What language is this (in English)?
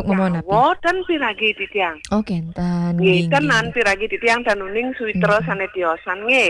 Balinese